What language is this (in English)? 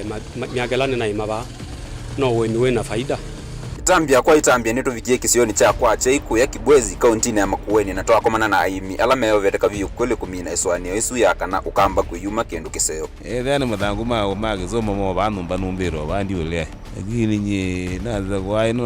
Kamba